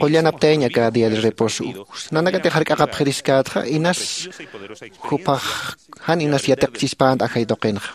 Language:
Aymara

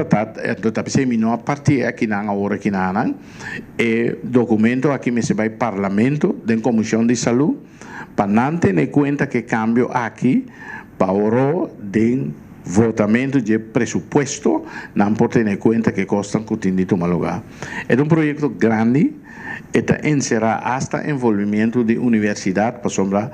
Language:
Papiamento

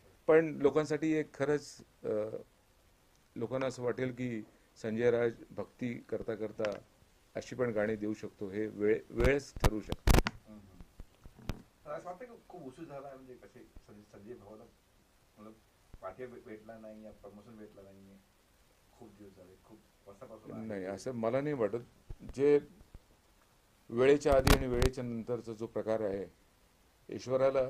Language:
Marathi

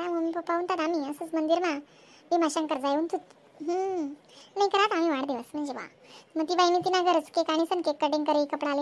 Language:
Khandesi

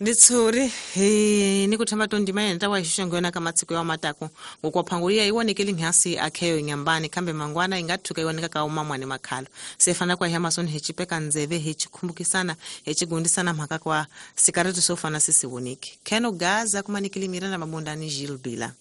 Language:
Tsonga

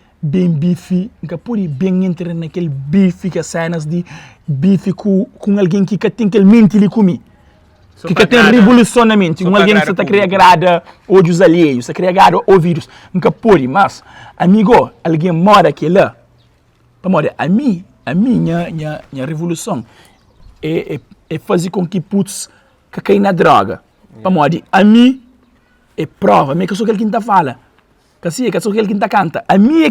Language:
Kabuverdianu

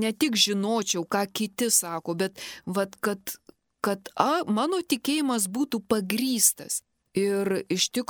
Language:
Lithuanian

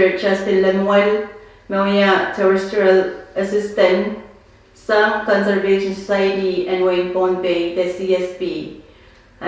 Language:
Pohnpeian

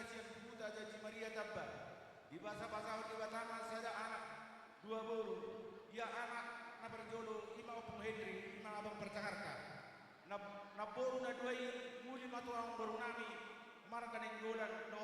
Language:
Batak Toba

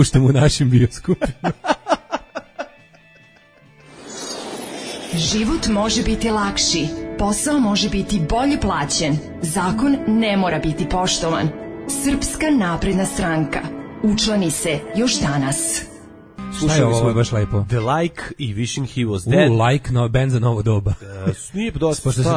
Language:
Serbian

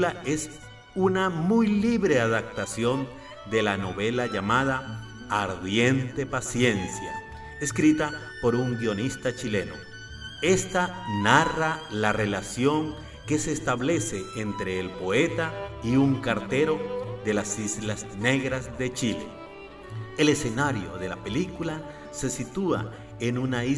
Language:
Spanish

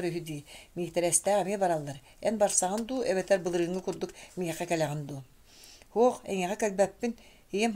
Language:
Yakut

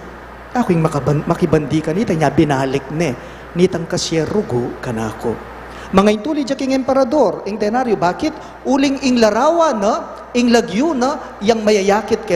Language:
Pampanga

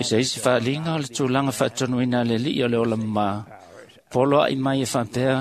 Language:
Samoan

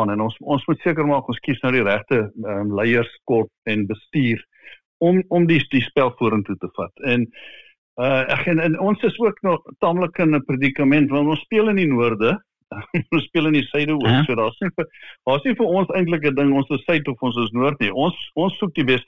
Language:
Afrikaans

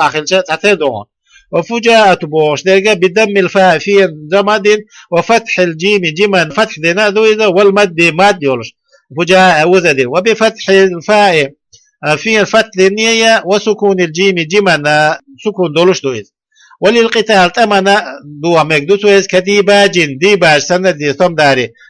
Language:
Chechen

